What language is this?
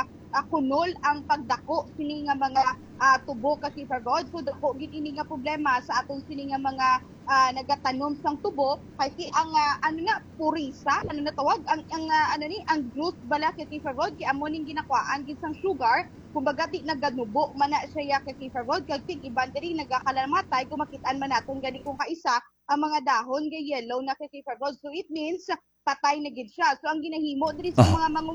Hiligaynon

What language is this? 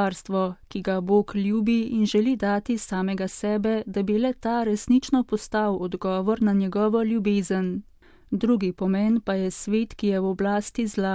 Slovenian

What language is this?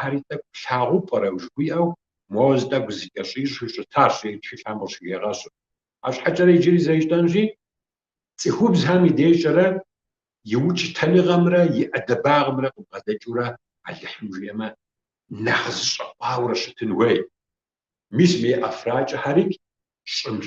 Kabardian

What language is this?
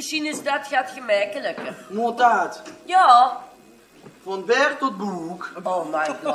Limburgish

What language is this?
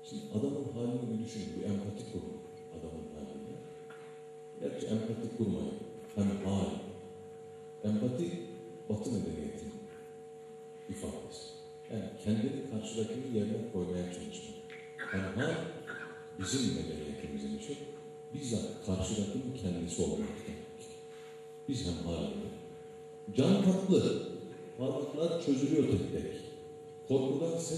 Turkish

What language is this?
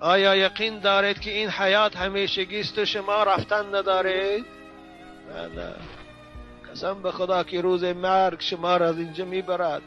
Tajik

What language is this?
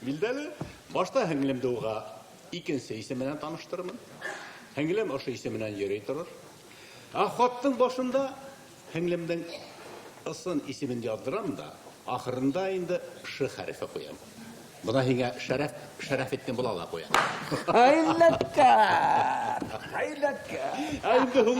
Bashkir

